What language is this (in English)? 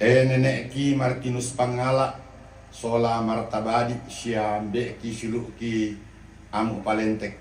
Toraja-Sa'dan